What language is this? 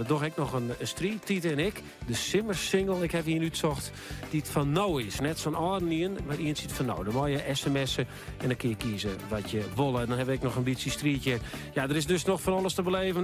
Western Frisian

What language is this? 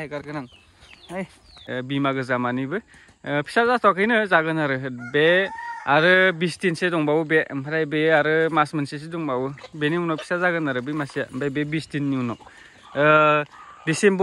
Bodo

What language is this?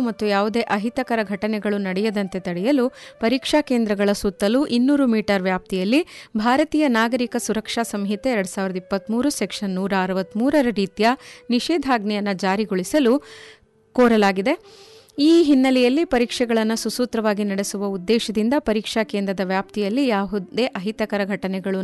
Kannada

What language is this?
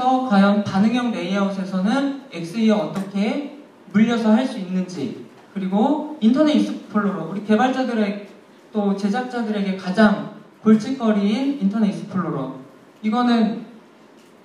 Korean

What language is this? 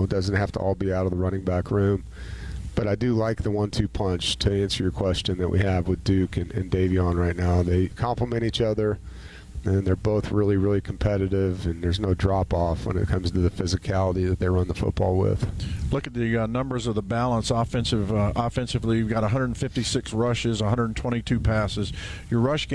English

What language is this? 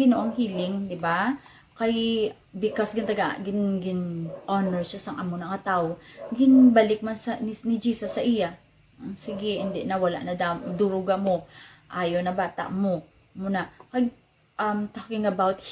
Hiligaynon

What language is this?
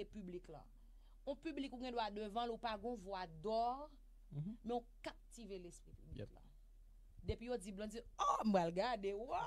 Haitian Creole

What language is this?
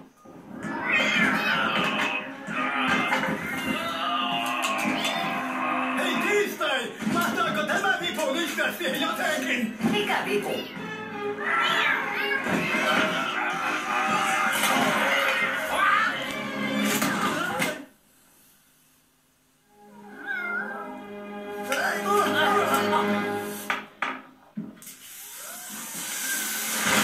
Finnish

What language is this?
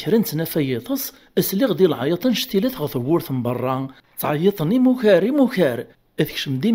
Kabyle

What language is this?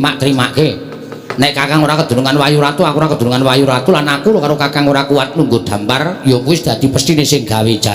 Javanese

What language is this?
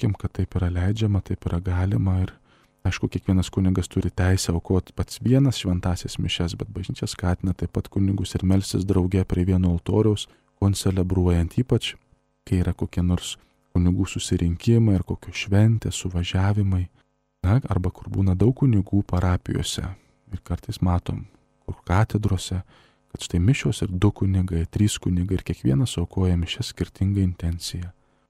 Lithuanian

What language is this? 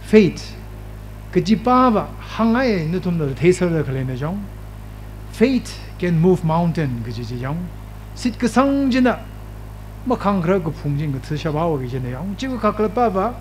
Tangkhul Naga (India)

